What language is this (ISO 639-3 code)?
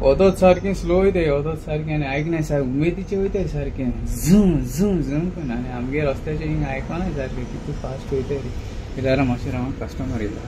kok